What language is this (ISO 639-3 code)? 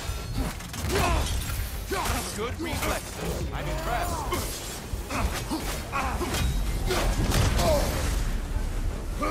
eng